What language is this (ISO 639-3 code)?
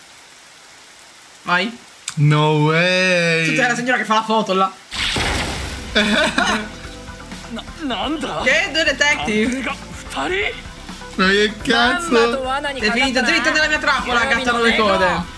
ita